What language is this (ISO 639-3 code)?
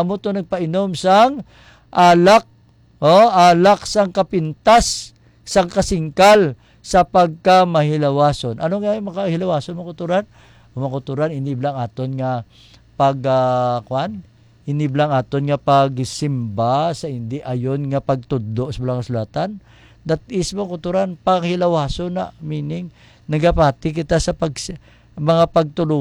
hil